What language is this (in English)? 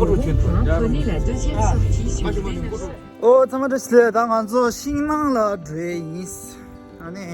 Tibetan